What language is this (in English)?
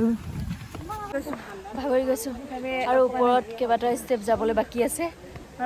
Assamese